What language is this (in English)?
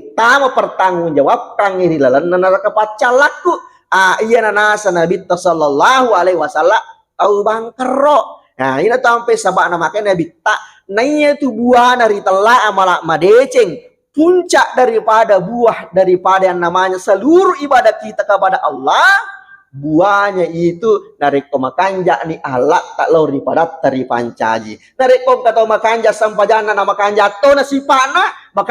Buginese